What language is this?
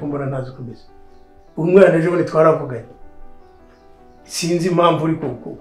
Kinyarwanda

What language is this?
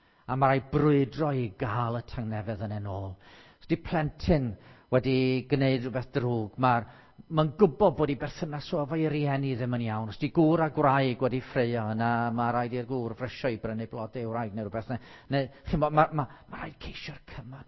Welsh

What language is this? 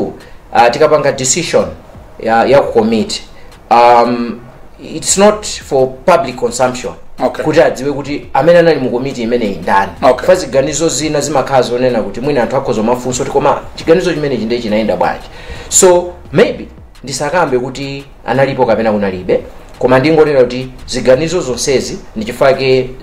Nyanja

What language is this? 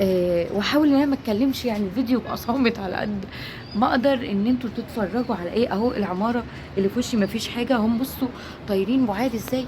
Egyptian Arabic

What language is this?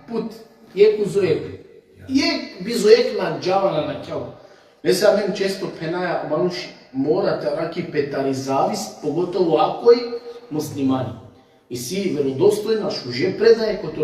Balkan Romani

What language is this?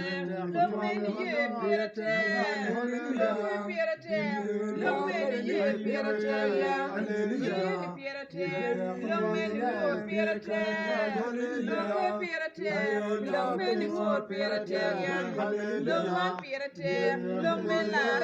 Acoli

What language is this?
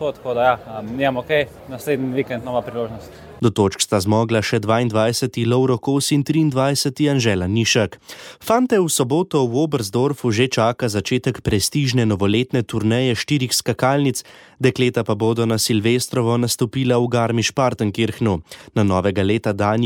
Slovenian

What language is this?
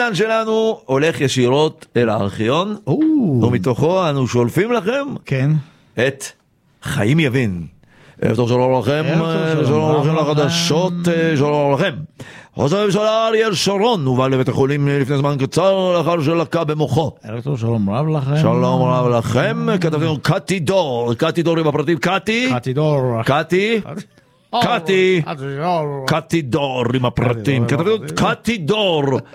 Hebrew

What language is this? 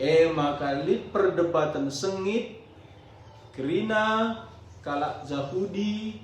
Batak Karo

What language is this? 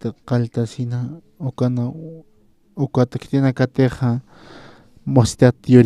Aymara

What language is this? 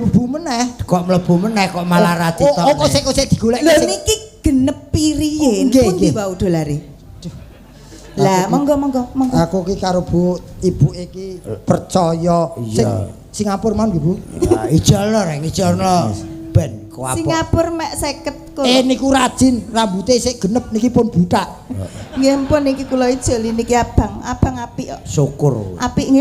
Javanese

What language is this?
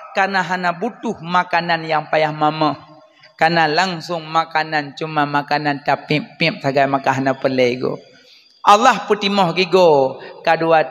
Achinese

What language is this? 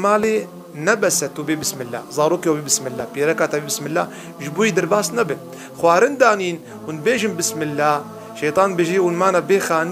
Kurdish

